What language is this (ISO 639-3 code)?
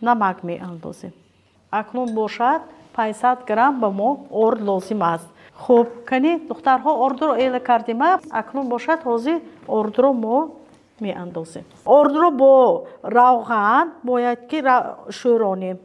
tgk